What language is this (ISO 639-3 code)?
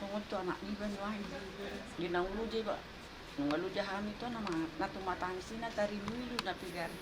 bbc